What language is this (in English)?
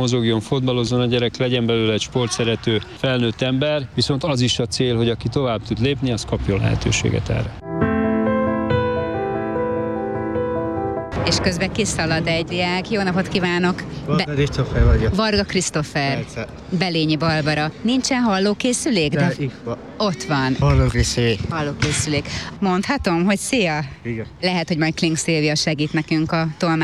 Hungarian